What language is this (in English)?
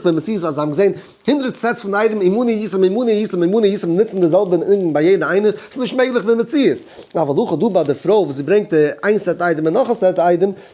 Yiddish